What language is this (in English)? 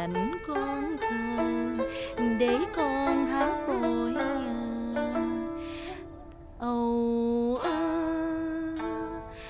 Vietnamese